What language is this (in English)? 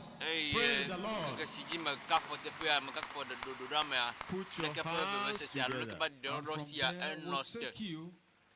Ewe